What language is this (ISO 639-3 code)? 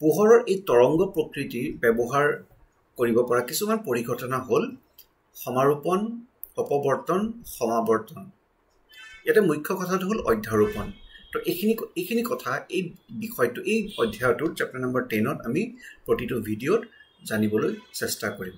asm